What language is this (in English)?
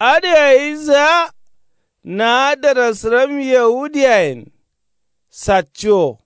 Kanuri